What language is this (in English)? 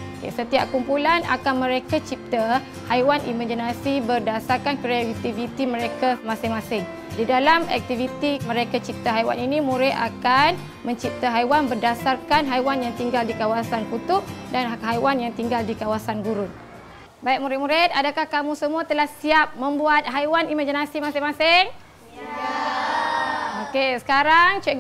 Malay